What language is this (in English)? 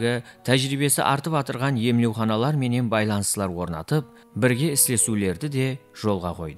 Kara-Kalpak